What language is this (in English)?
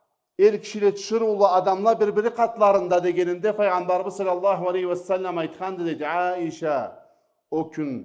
Karachay-Balkar